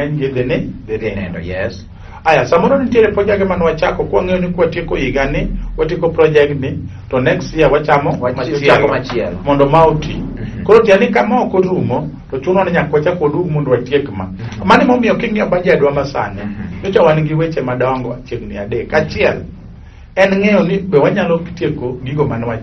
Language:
Luo (Kenya and Tanzania)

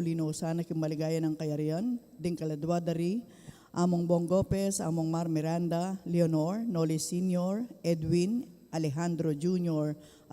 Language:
Pampanga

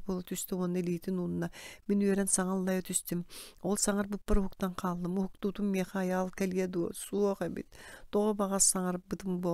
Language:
Yakut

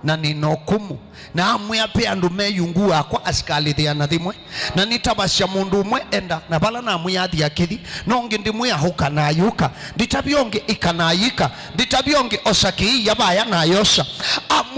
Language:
Kamba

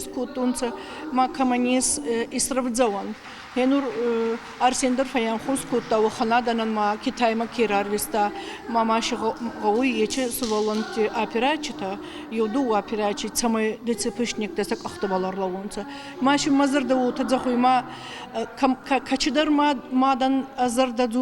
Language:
Ossetic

